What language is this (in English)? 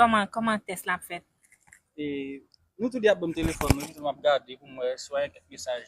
Haitian Creole